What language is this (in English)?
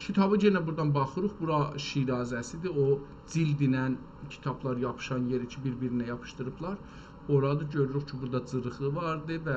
South Azerbaijani